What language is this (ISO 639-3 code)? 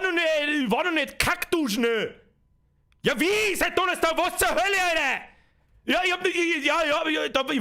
bar